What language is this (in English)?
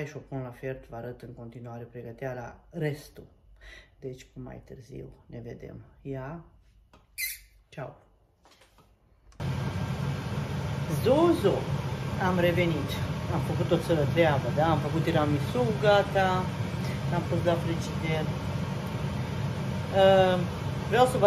Romanian